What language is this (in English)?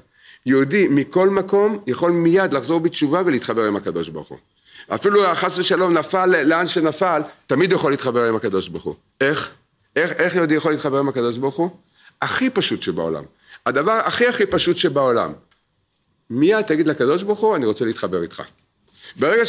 Hebrew